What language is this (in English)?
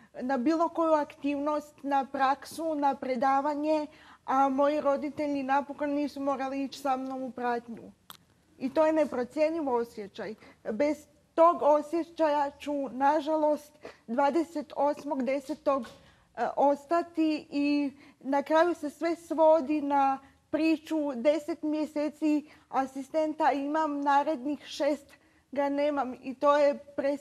Croatian